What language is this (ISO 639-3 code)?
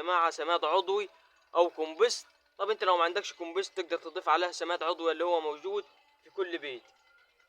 arz